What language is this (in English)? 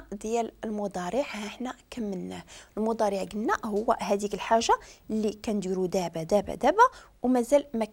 Moroccan Arabic